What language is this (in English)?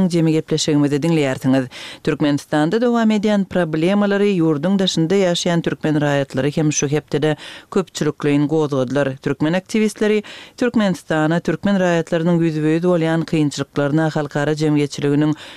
Turkmen